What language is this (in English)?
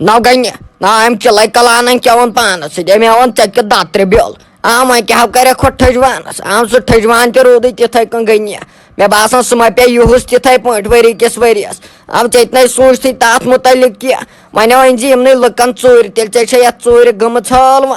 Kashmiri